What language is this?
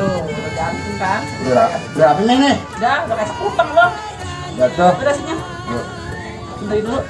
Betawi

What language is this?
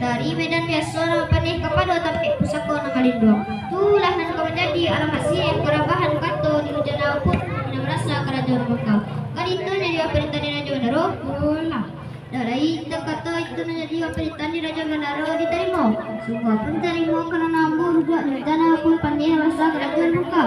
Minangkabau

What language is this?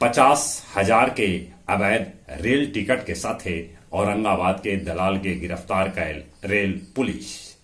Magahi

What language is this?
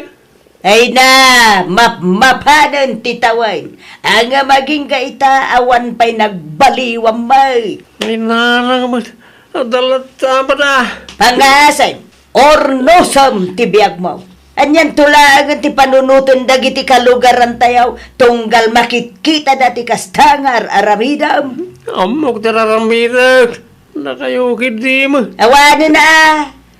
Iloko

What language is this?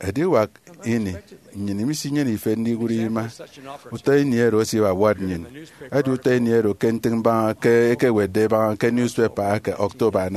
Efik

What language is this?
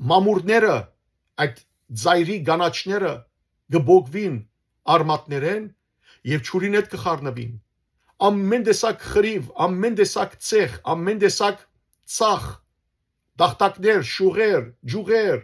Western Armenian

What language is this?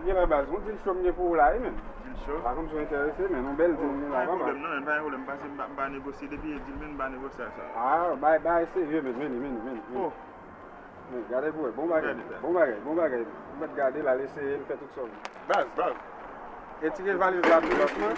Haitian Creole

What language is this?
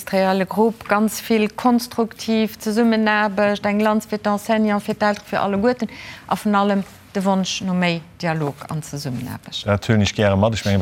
Luxembourgish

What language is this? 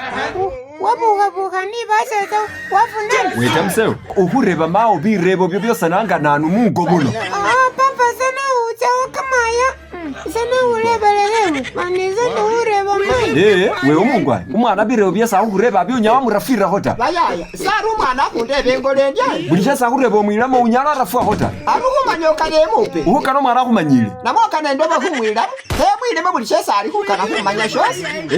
Masaaba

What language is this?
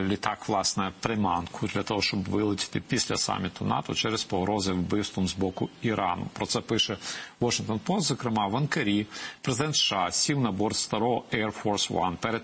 Ukrainian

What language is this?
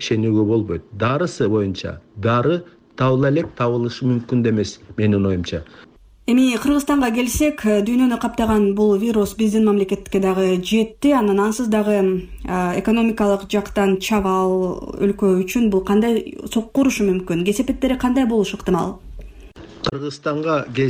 Kyrgyz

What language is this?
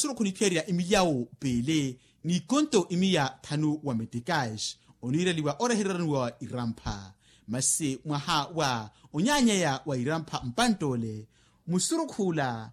Makhuwa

